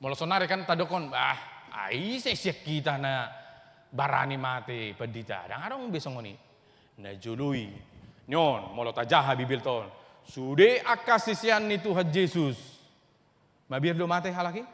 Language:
Batak Toba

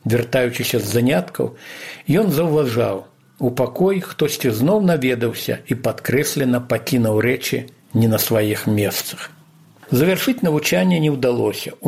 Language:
Belarusian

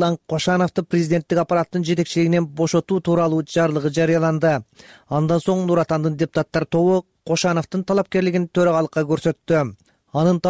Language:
Kyrgyz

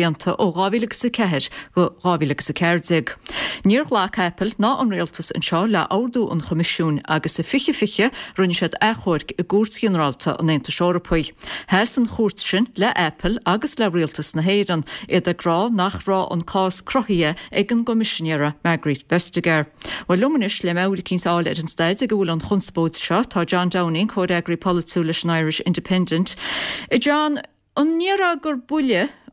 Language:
Irish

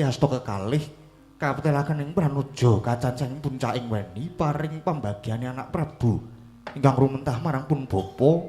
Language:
Javanese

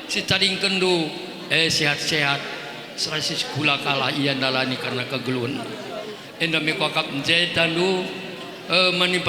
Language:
Batak Karo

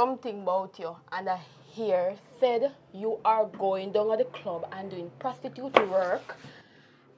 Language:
Jamaican Creole English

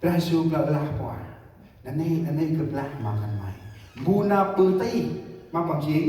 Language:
Central Mnong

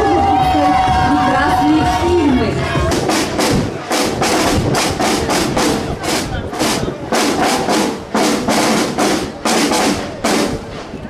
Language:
Russian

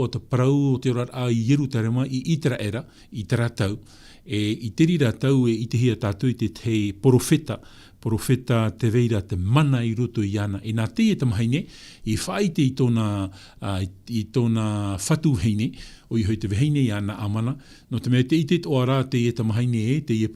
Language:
Tahitian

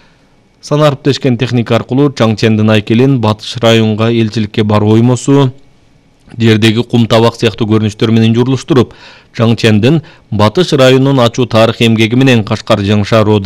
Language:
Kyrgyz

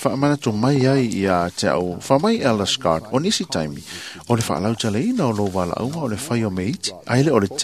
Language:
Samoan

